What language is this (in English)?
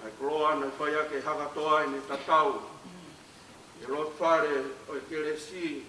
Tongan